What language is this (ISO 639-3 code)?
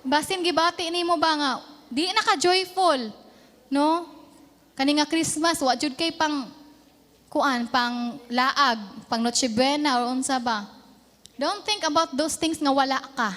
ceb